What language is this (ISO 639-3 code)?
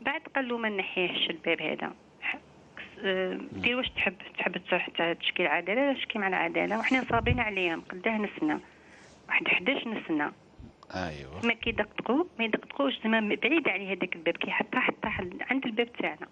arq